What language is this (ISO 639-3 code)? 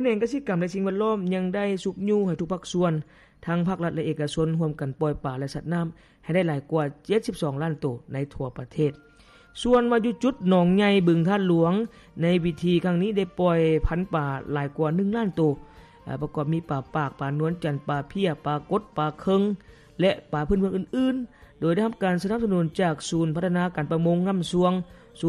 lao